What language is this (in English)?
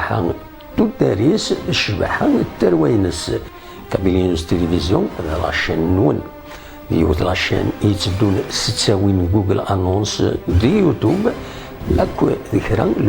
Kabyle